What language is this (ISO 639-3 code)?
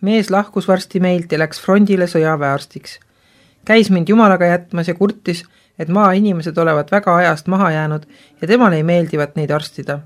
est